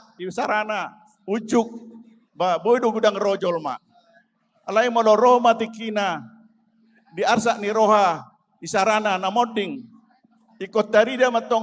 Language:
Batak Toba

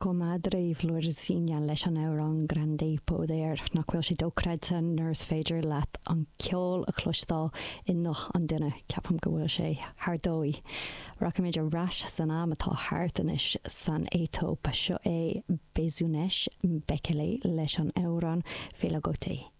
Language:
Irish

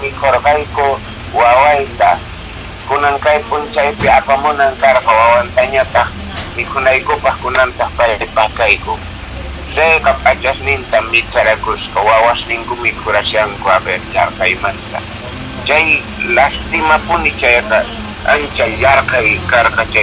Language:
Quechua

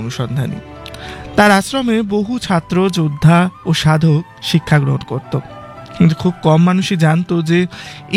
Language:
Bangla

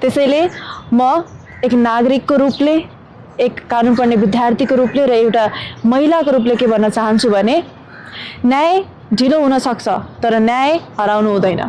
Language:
Nepali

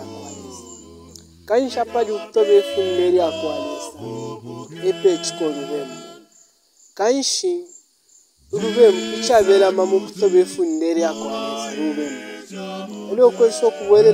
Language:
Bemba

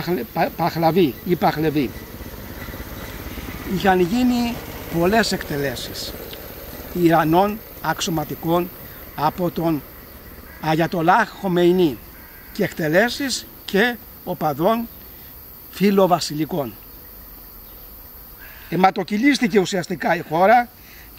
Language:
Greek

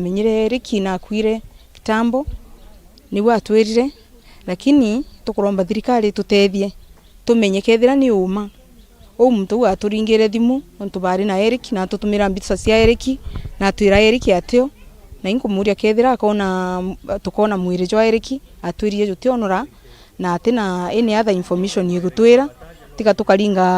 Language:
Meru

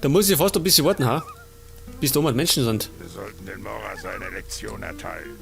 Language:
Bavarian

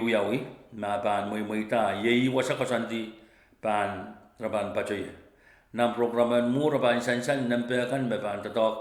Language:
Pohnpeian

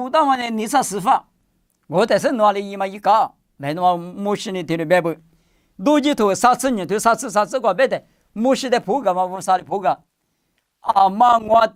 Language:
Lisu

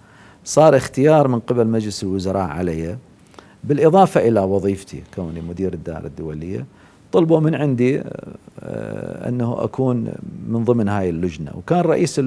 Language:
Mesopotamian Arabic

